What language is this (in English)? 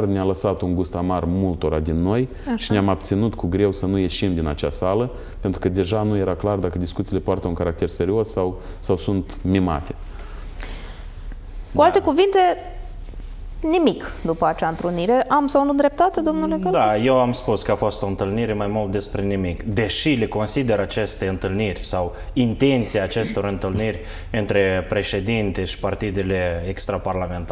Romanian